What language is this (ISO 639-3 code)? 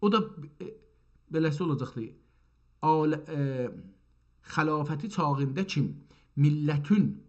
azb